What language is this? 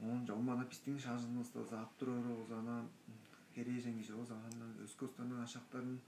Tuvinian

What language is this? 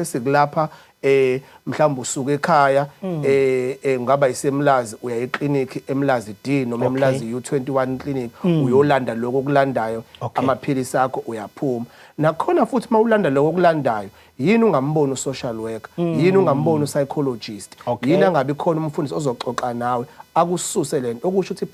Zulu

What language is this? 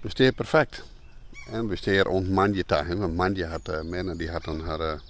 Western Frisian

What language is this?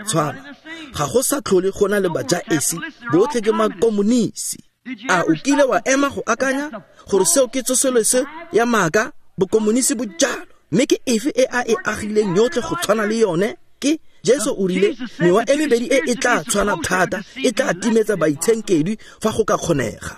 Tswana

